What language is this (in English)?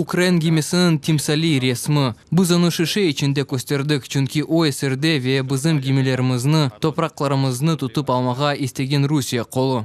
Crimean Tatar